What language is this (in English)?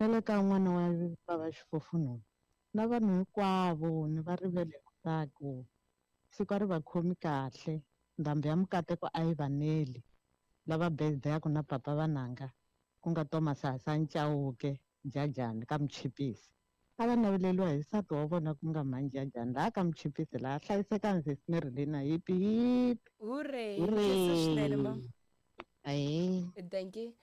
Tsonga